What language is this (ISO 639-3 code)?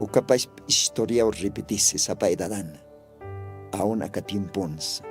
aym